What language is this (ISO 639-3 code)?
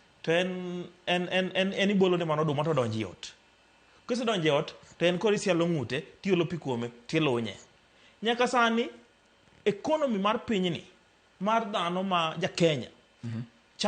luo